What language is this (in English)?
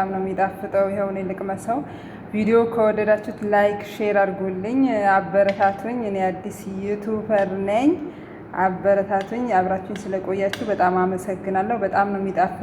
Amharic